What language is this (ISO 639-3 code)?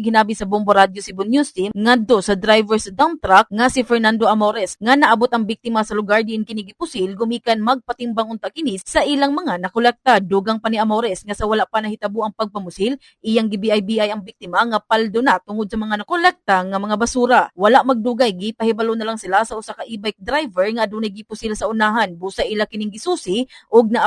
ceb